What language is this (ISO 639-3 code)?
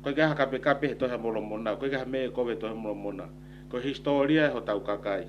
ton